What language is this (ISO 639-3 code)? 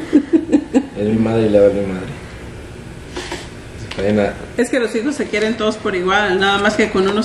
spa